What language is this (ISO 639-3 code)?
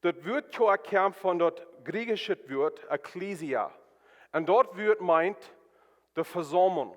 pdt